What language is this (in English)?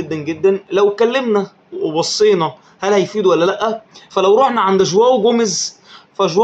Egyptian Arabic